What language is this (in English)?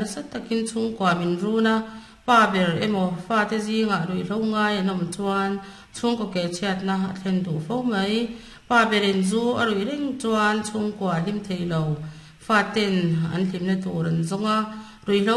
Mizo